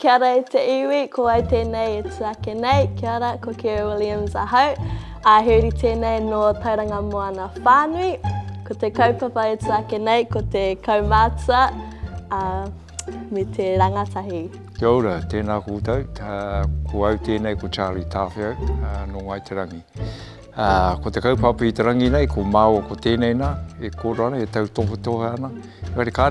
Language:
Māori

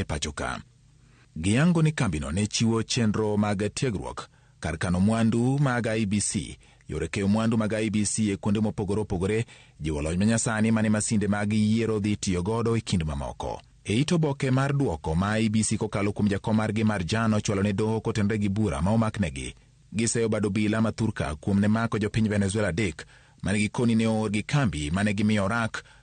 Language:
Luo (Kenya and Tanzania)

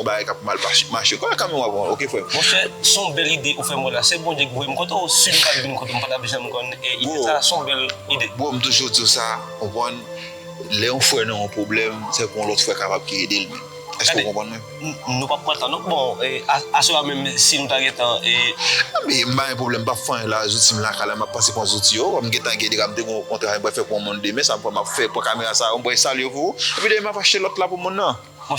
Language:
Haitian Creole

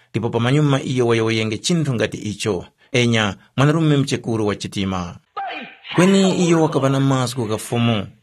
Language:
Tumbuka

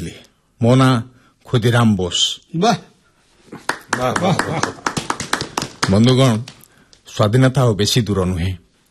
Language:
Odia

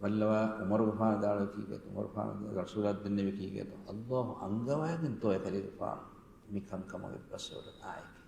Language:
Divehi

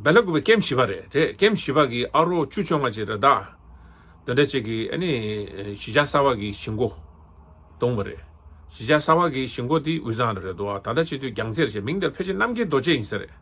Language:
Tibetan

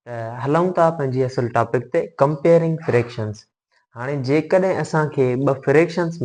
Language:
Sindhi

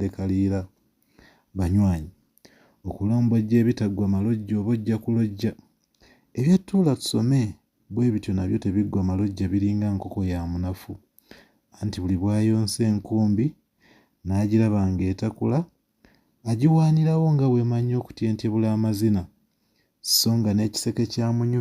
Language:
Ganda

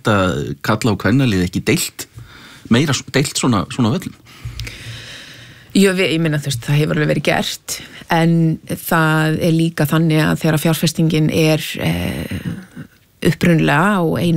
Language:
Icelandic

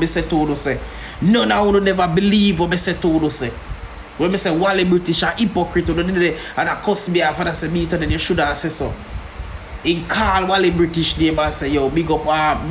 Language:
Jamaican Creole English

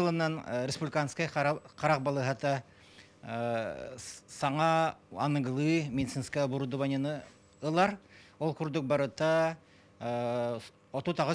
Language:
Yakut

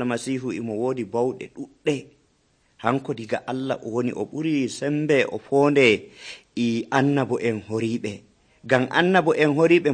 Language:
Nigerian Fulfulde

